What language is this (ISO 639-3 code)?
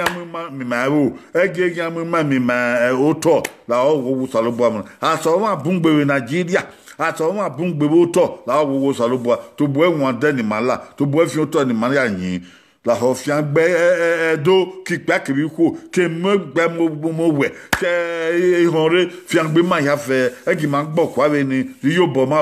bin